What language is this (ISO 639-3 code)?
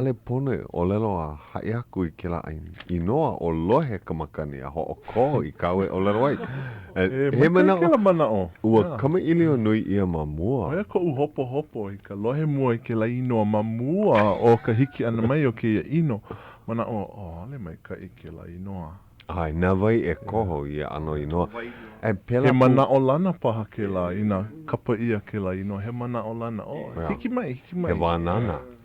haw